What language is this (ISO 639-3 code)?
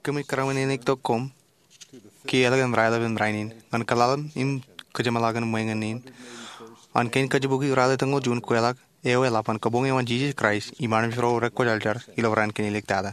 mah